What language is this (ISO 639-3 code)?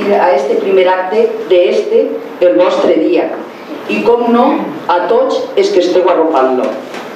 cat